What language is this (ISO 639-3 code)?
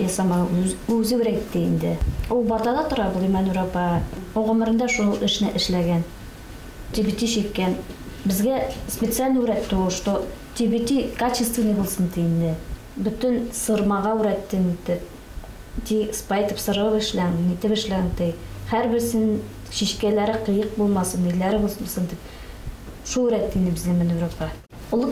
bak